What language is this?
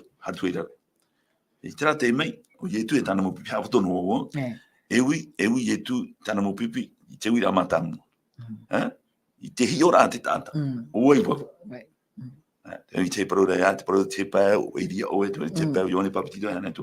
Tahitian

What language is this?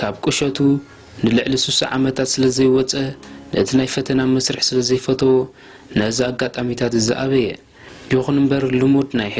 Tigrinya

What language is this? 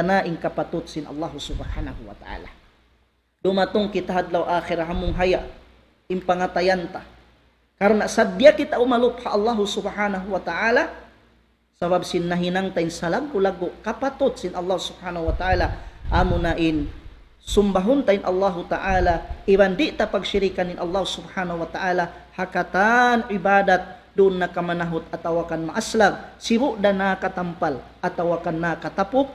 Tausug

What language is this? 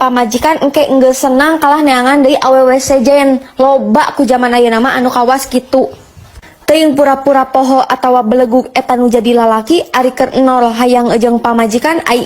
Sundanese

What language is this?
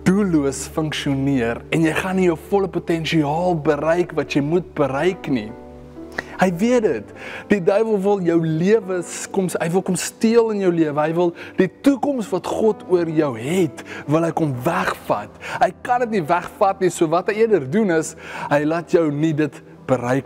Afrikaans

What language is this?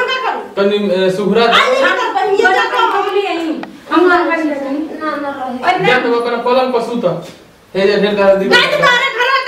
Bhojpuri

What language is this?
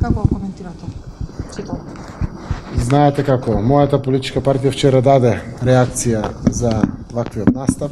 Macedonian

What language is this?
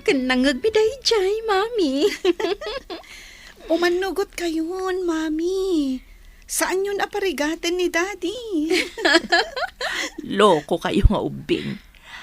Iloko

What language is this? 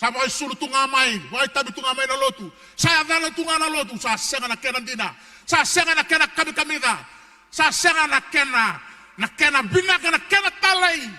Fijian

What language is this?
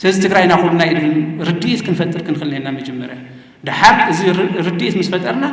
Tigrinya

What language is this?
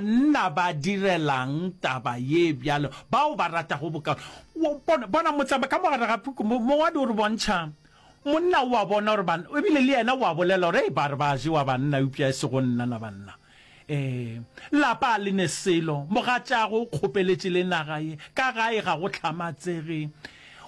Northern Sotho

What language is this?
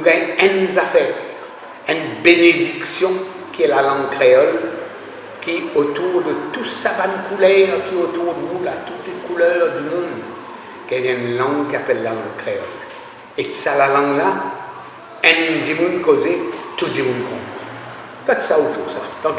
Morisyen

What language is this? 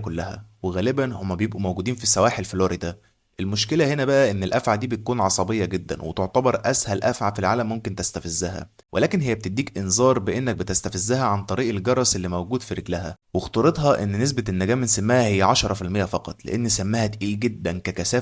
Egyptian Arabic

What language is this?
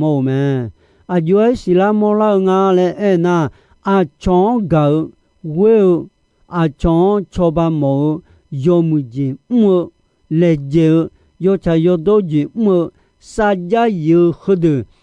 Akha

